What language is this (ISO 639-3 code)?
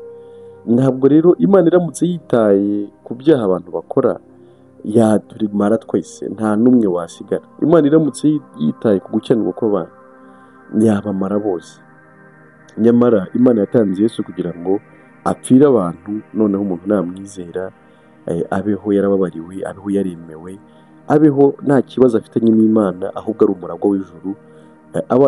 kin